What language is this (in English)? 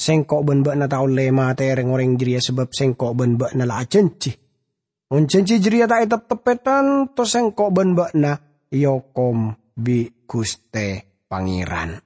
Madurese